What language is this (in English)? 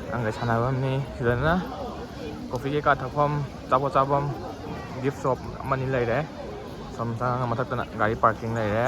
Manipuri